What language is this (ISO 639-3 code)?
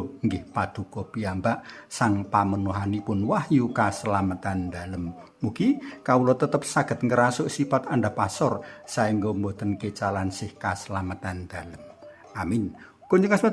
jav